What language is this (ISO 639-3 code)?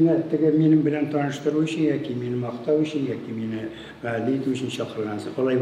tat